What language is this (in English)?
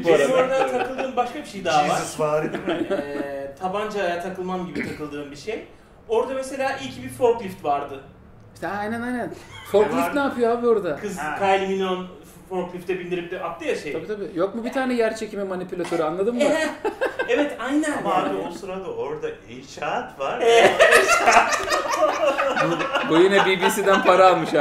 Turkish